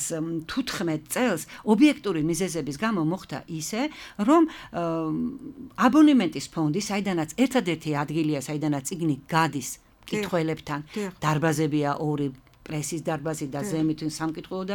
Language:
Georgian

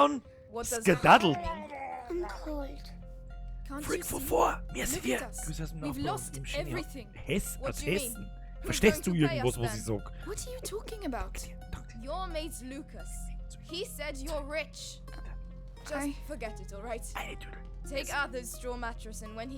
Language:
Bavarian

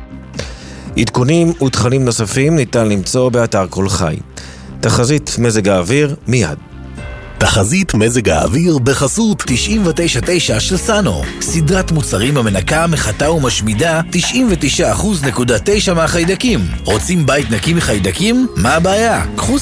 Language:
Hebrew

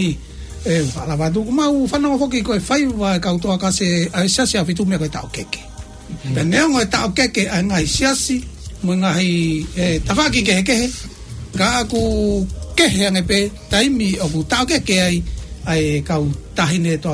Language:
Tongan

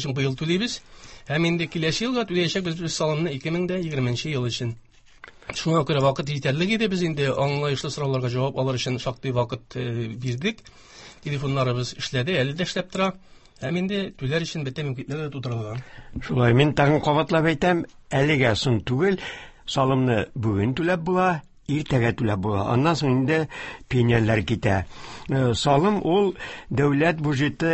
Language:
Tatar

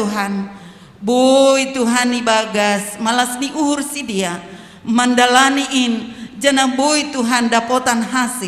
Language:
Batak Simalungun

